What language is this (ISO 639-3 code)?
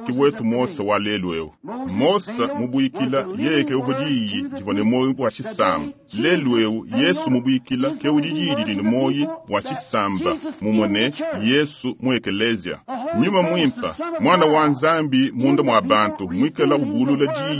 lua